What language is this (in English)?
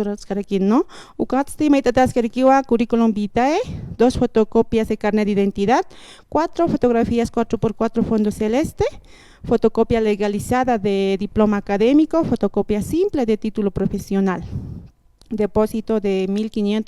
Aymara